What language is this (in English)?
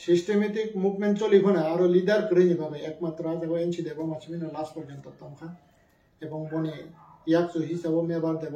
Kok Borok